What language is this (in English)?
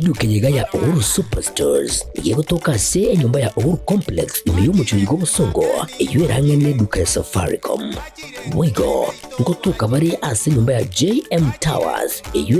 Gusii